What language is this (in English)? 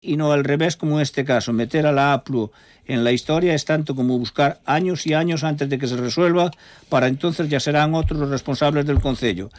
Galician